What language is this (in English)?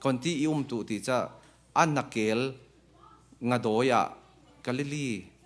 Falam Chin